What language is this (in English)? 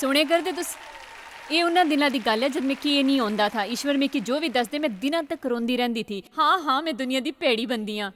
Dogri